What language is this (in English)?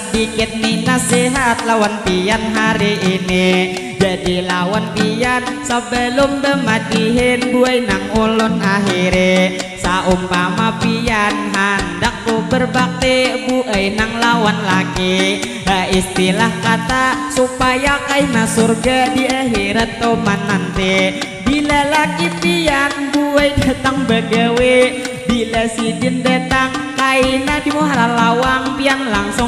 Banjar